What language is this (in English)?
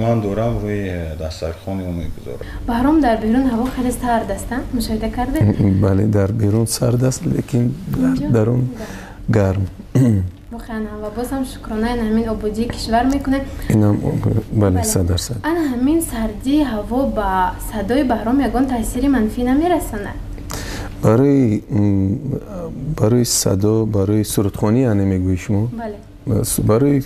Tajik